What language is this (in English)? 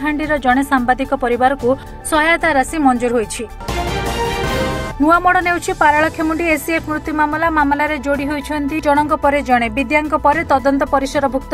Odia